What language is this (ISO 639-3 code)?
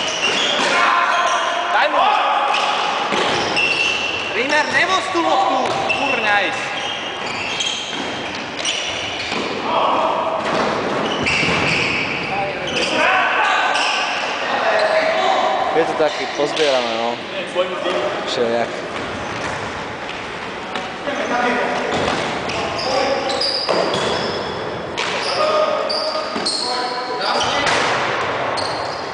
slk